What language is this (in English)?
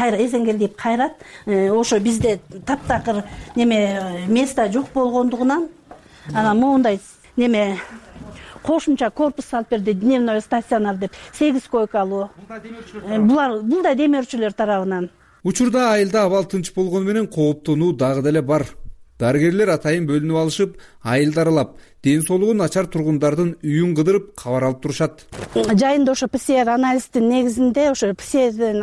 Kyrgyz